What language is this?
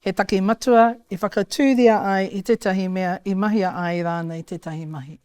Māori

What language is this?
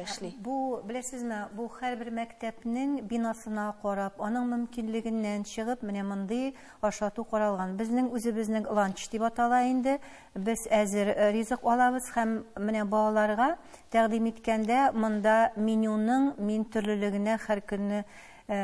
Tatar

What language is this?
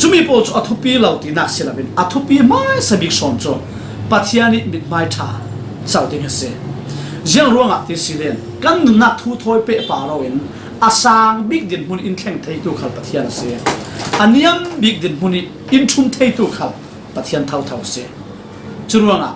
Falam Chin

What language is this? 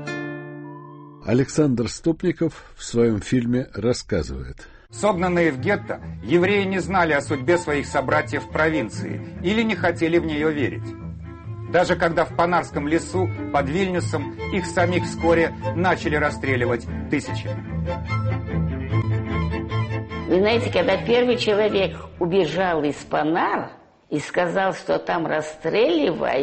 Russian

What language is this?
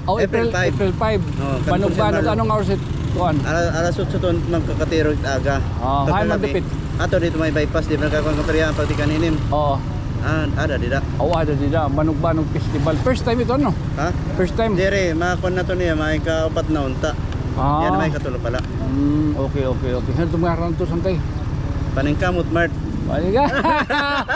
Waray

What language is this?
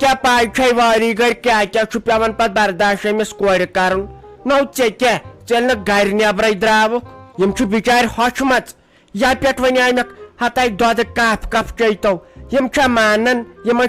Kashmiri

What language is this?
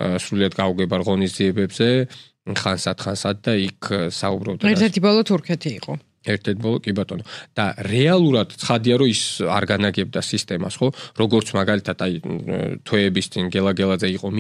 Georgian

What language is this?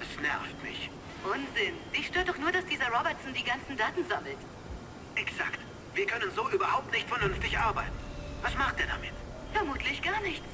Bavarian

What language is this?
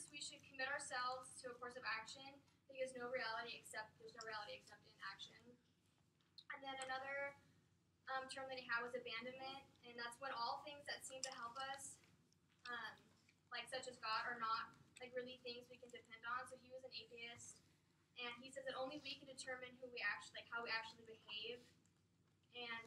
English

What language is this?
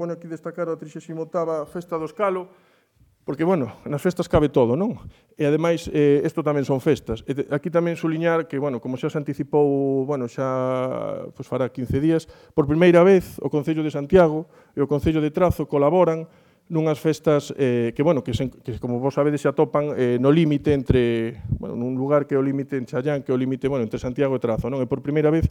Galician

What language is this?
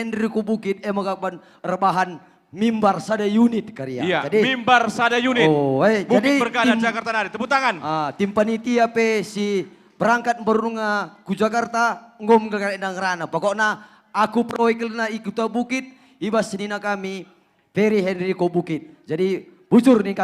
Batak Karo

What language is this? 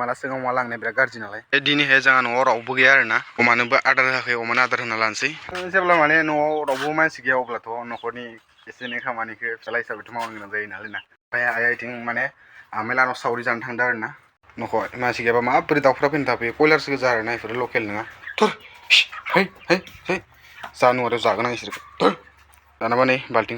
Bodo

